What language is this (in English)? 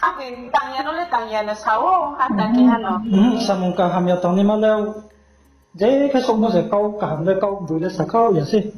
Riang (India)